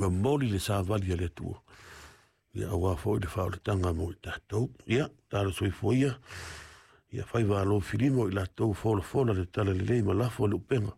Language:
Samoan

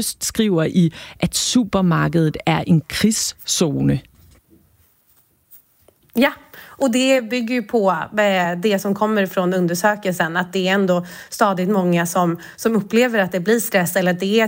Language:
Danish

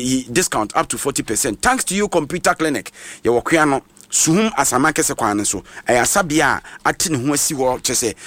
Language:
Akan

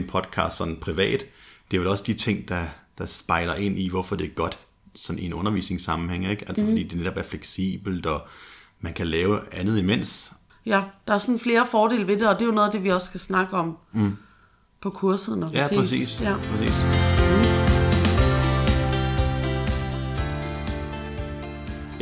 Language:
Danish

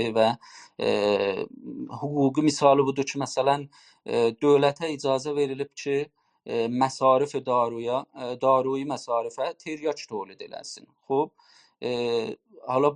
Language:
South Azerbaijani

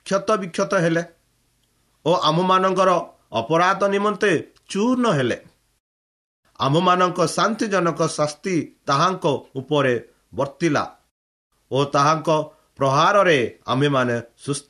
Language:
Odia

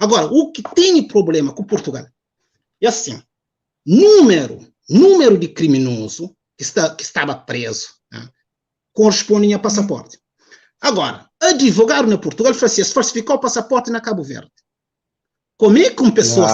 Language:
Kabuverdianu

